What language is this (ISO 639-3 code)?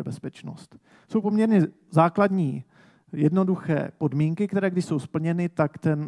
ces